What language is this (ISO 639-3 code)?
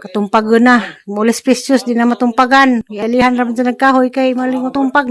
ceb